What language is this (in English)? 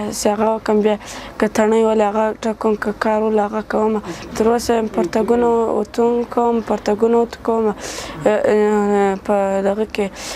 Pashto